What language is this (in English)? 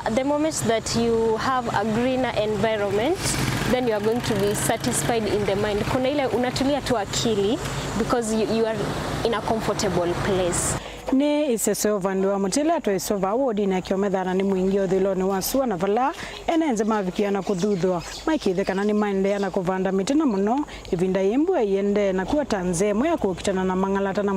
Kamba